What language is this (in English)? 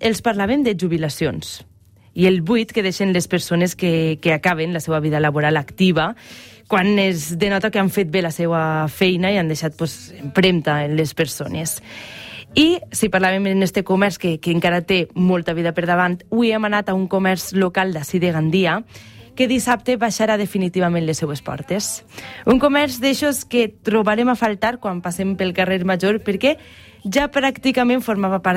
Catalan